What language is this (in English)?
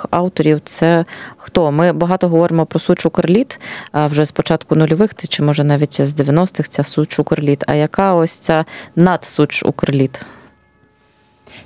Ukrainian